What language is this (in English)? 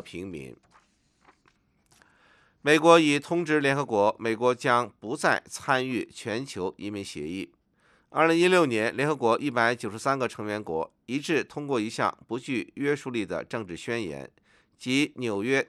Chinese